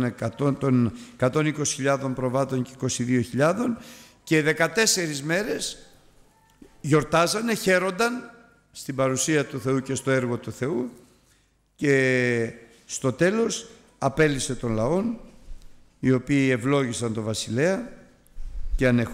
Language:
Greek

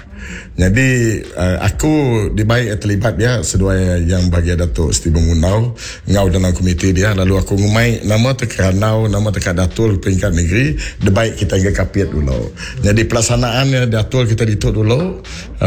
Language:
Iban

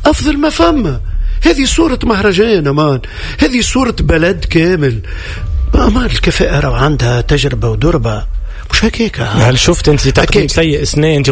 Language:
Tunisian Arabic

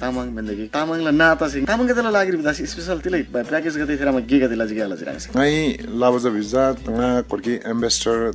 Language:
Eastern Tamang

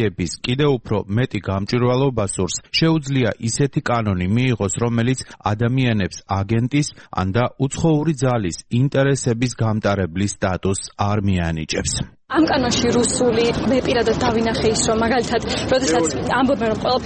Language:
Georgian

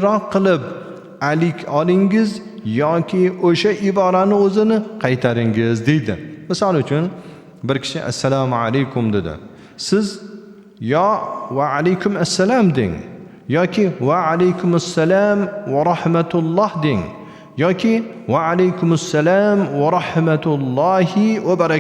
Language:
Uzbek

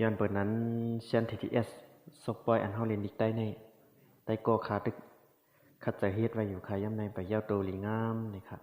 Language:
Shan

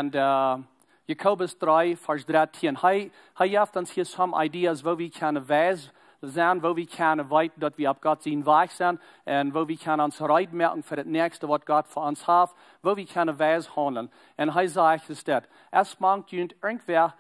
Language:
Plautdietsch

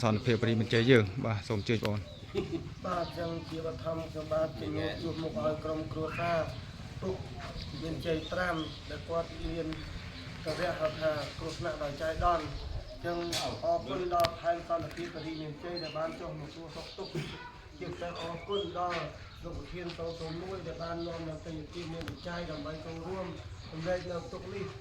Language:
Khmer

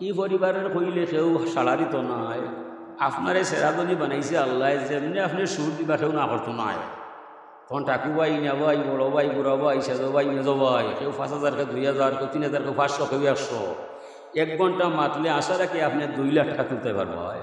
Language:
Sylheti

